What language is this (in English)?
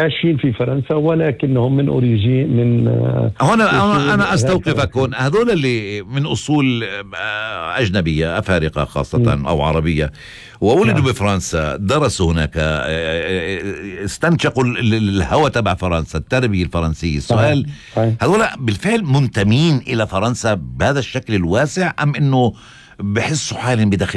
North Levantine Arabic